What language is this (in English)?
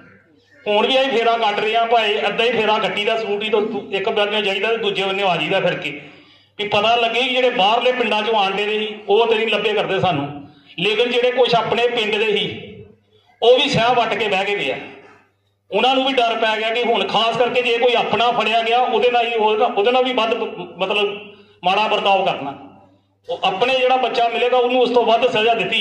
Punjabi